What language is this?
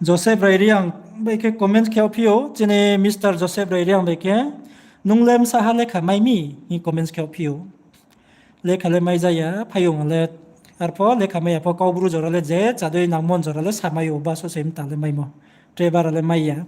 Riang (India)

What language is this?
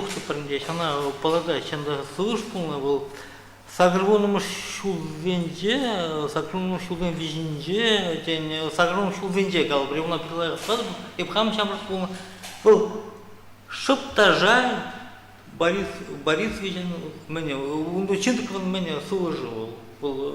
Chuvash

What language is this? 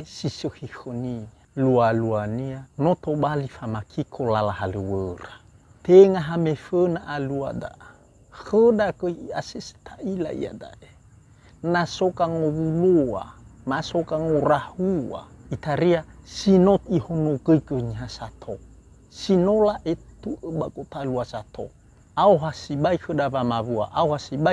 Nias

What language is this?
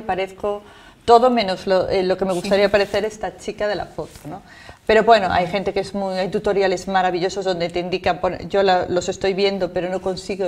Spanish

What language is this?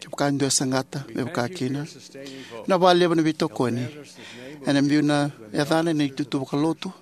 Fijian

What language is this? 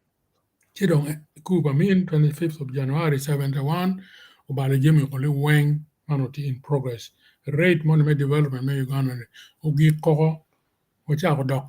Acoli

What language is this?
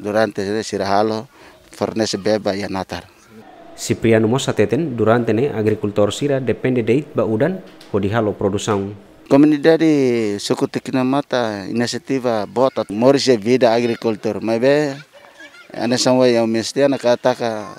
Tetum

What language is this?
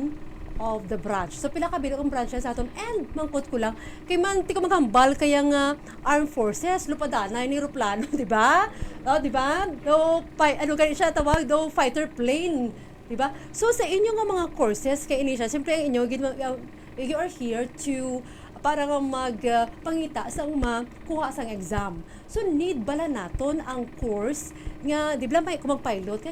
Hiligaynon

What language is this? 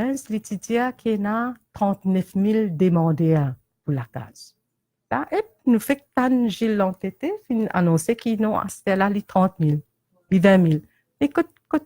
Morisyen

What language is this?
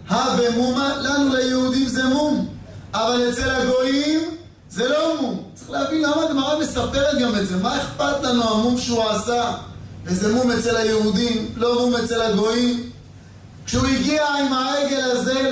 Hebrew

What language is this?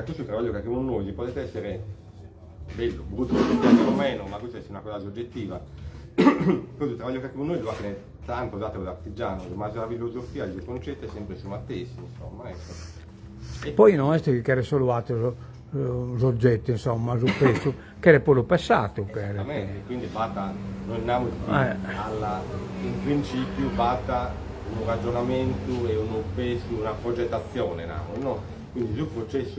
Sardinian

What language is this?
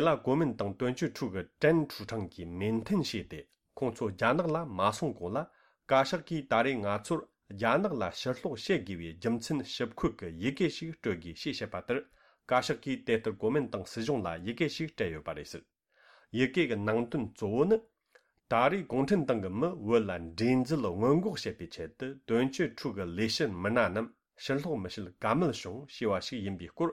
Tibetan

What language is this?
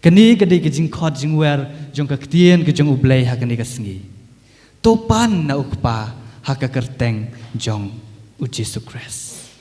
Khasi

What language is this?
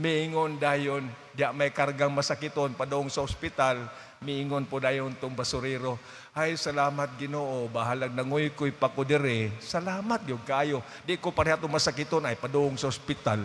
Cebuano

